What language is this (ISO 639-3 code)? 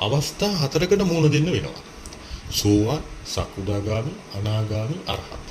sin